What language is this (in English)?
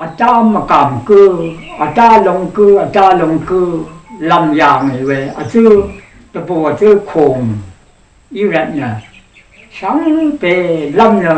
Rawang